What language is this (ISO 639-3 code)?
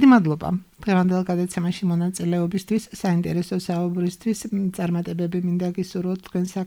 kat